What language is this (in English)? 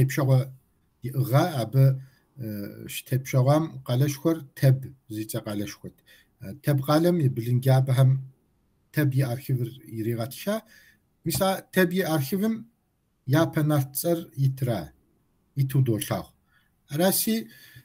Kabardian